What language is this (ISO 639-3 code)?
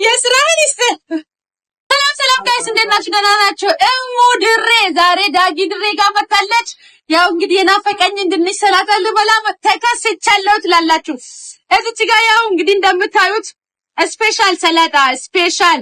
amh